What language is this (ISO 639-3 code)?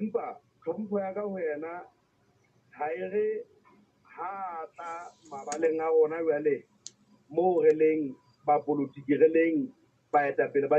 sot